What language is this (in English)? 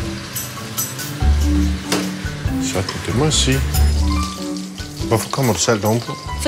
Danish